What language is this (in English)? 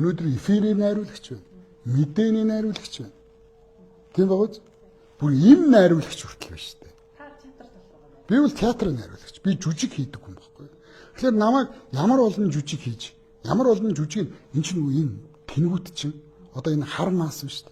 Mongolian